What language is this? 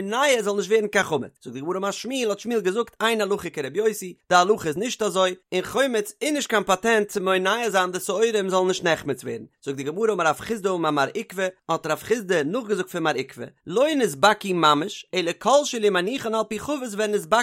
Yiddish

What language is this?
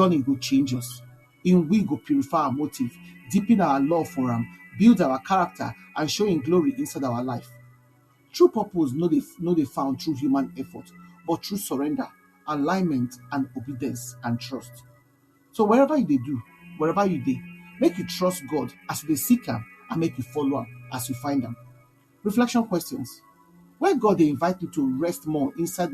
Nigerian Pidgin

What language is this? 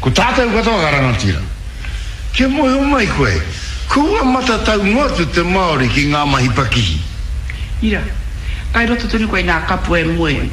Māori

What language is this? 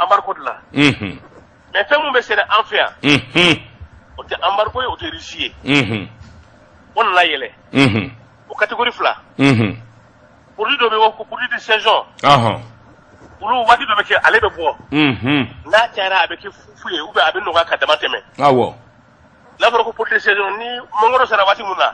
Bambara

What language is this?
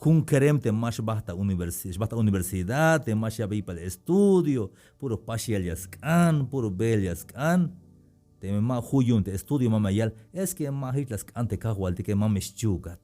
Tzeltal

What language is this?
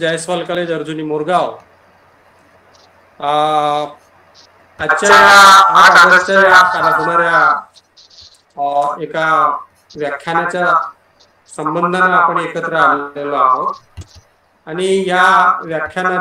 Marathi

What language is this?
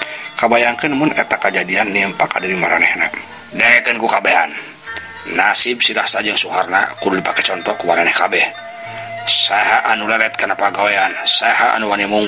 Sundanese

